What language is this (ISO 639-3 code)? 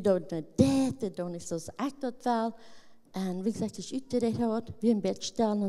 pdt